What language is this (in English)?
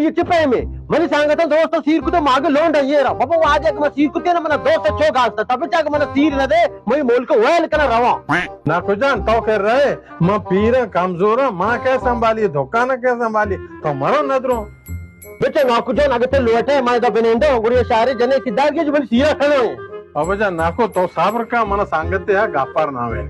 Baluchi